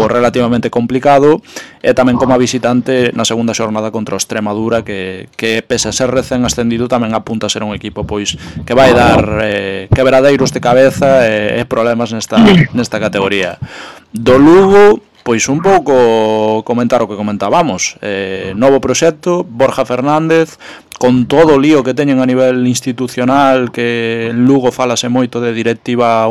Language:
Galician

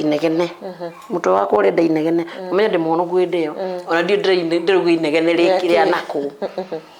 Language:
Kikuyu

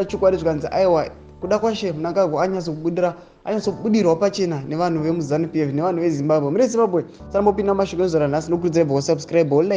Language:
Shona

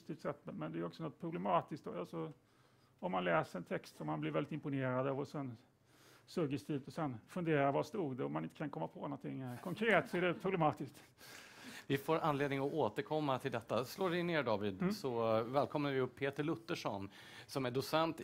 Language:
Swedish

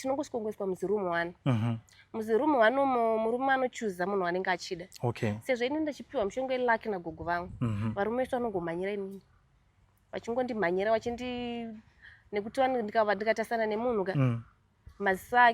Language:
Shona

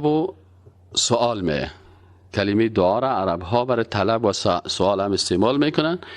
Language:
Persian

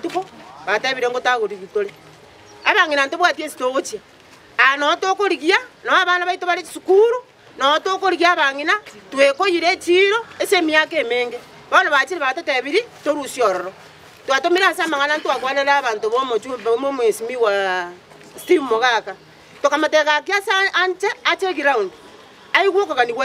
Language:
Gusii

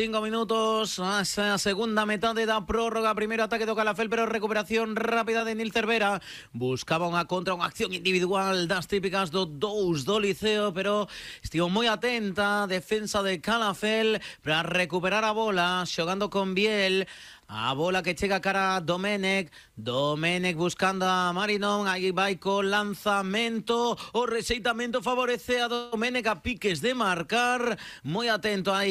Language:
Galician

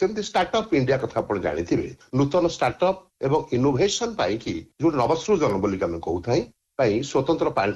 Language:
Odia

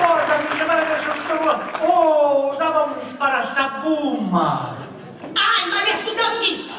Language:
Sicilian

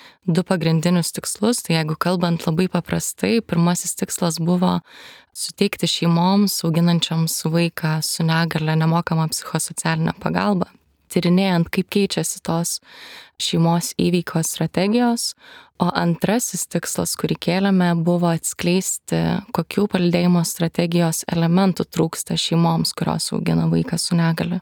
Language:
Lithuanian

